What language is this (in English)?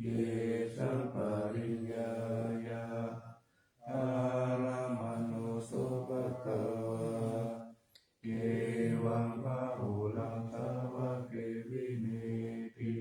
Pali